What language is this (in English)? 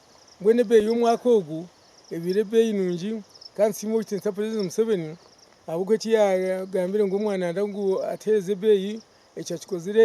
Nyankole